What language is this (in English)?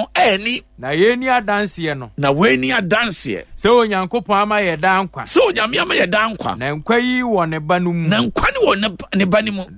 Akan